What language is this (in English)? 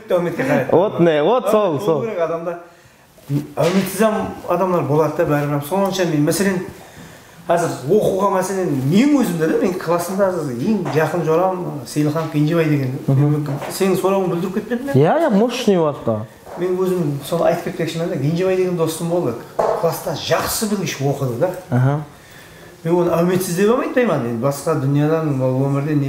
Kara-Kalpak